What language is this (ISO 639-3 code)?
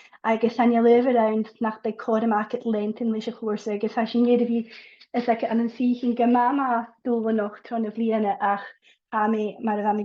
gla